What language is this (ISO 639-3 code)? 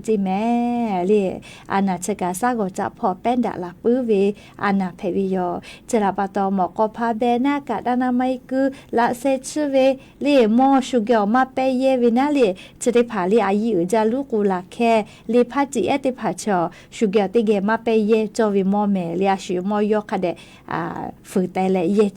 lhu